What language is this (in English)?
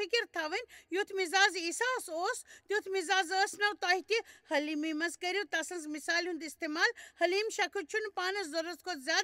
Kashmiri